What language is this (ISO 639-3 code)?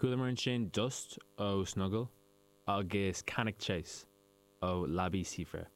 gle